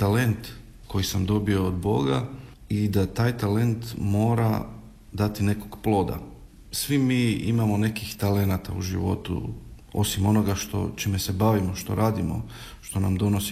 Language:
Croatian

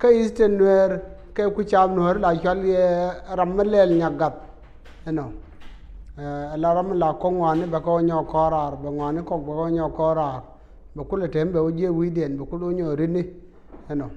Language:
Nuer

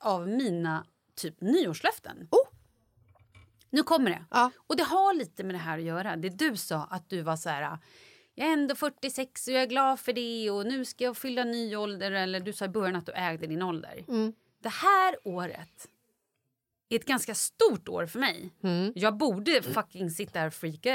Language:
Swedish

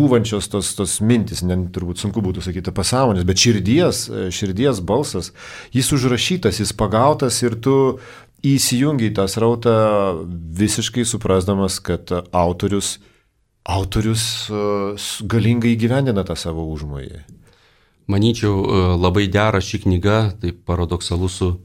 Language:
Lithuanian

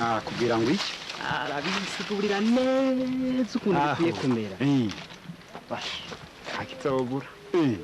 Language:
Rundi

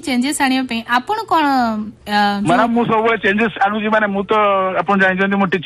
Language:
Odia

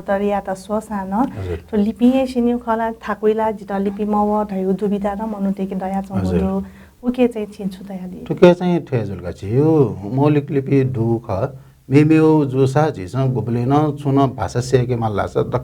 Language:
Newari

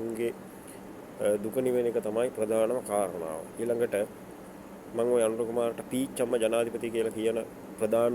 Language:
Sinhala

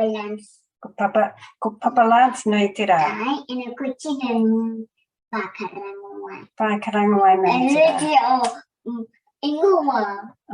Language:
Māori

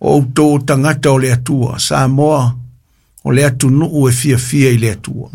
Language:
Samoan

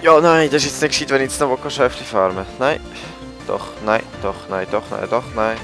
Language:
Swiss German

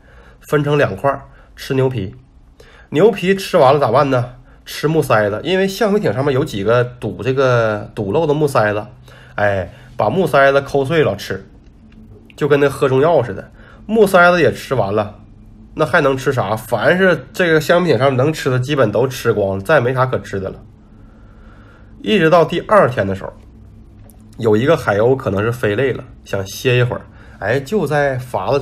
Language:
Chinese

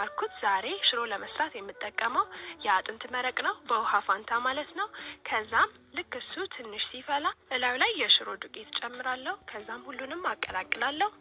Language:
Amharic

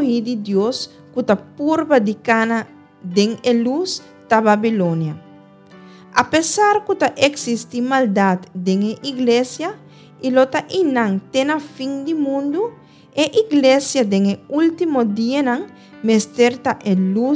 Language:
Papiamento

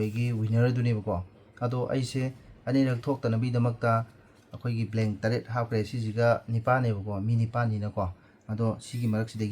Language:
Manipuri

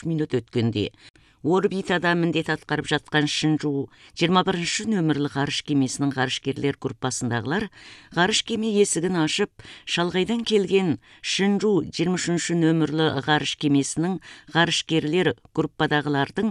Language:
Kazakh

